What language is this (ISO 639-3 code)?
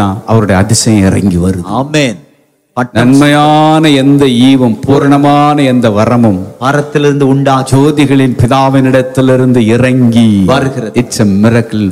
tam